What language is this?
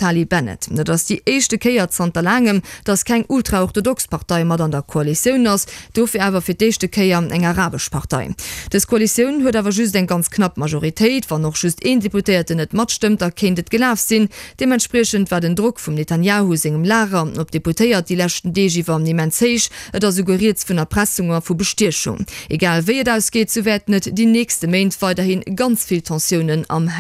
Luxembourgish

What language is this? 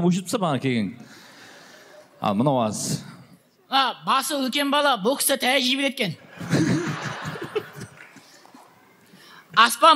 Kazakh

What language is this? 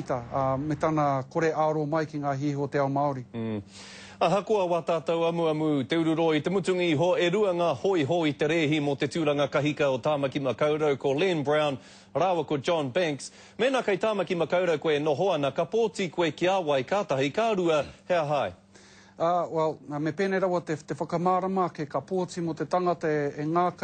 Māori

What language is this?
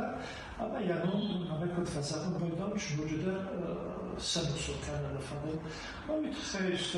Ossetic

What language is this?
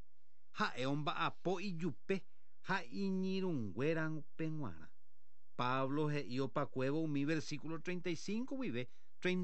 Guarani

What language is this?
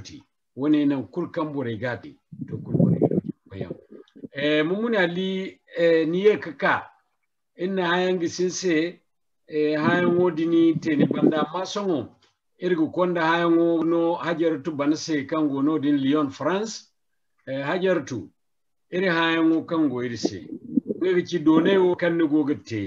Zarma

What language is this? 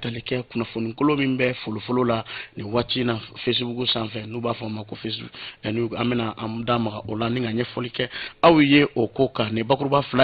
Bambara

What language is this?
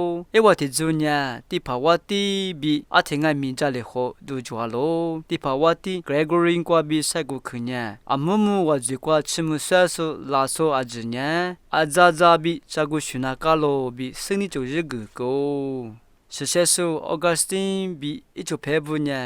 Lisu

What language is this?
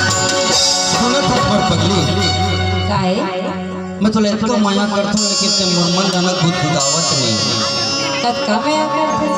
Chhattisgarhi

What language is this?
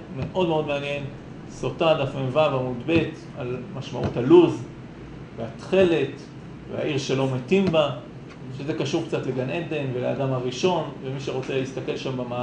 Hebrew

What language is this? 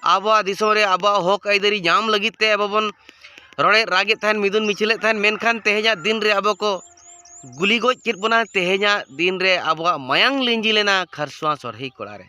Santali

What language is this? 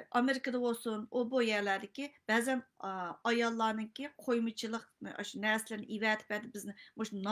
Uyghur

